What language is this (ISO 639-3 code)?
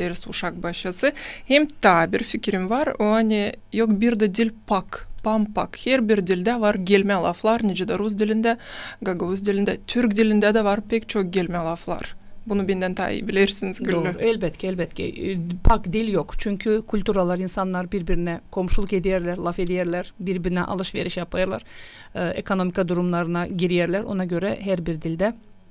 gag